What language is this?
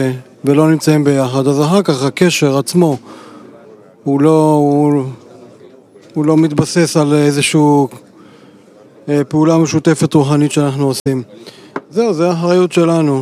Hebrew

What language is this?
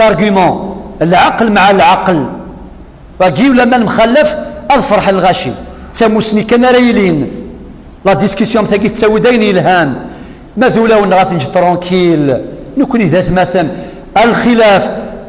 Kabyle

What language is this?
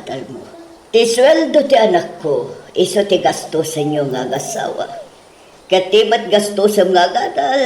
Iloko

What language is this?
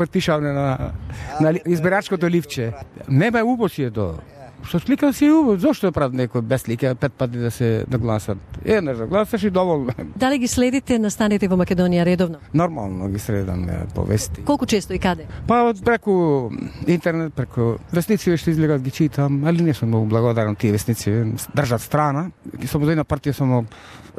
Macedonian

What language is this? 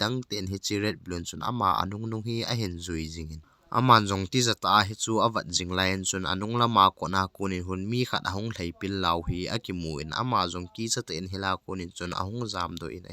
Thado Chin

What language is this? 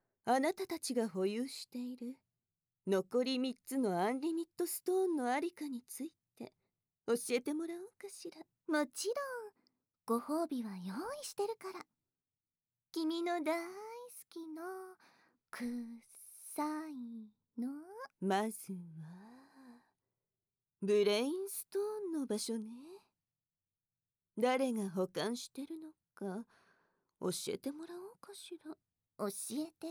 Japanese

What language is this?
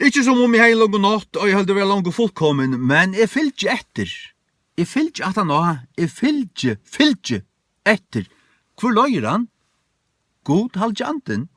Faroese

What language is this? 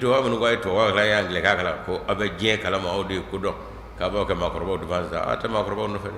Bambara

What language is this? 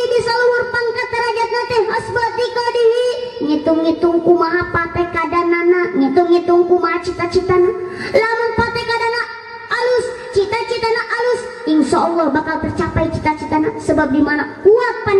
Sundanese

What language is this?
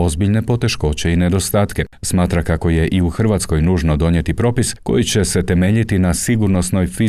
Croatian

